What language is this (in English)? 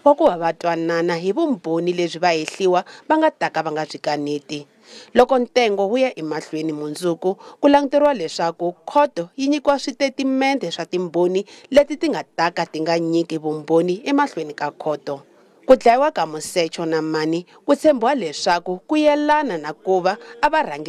Tsonga